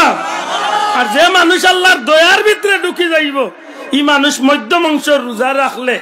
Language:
Sylheti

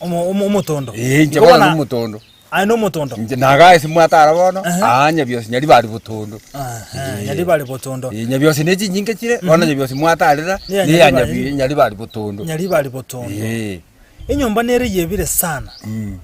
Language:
Gusii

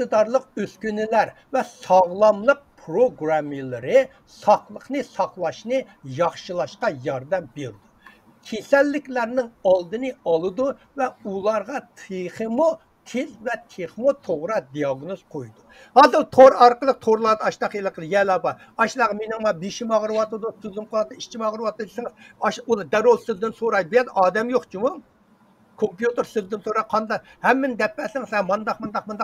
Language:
Uyghur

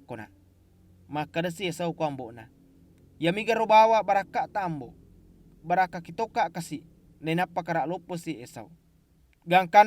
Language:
Buginese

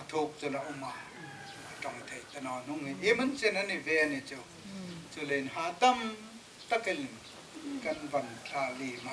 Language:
Hmar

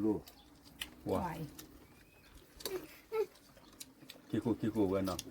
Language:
S'gaw Karen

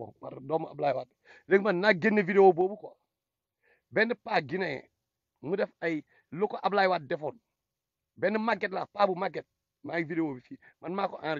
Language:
Wolof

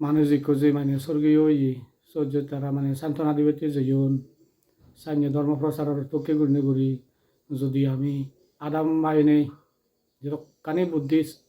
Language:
Chakma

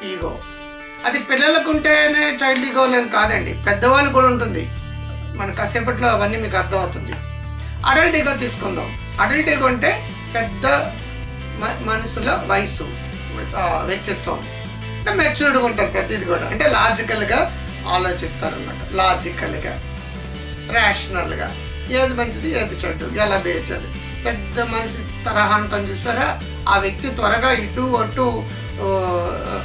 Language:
Telugu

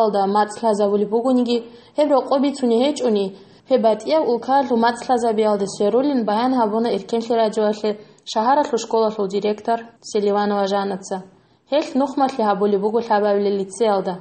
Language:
Avaric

